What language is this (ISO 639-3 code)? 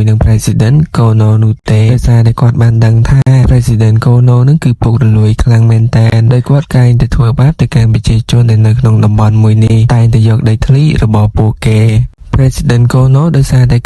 khm